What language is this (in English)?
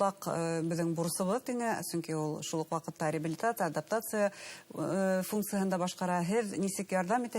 Bashkir